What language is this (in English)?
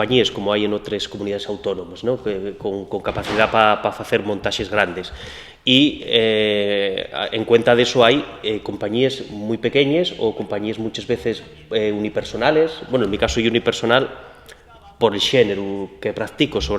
Asturian